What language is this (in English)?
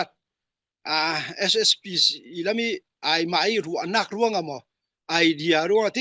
Falam Chin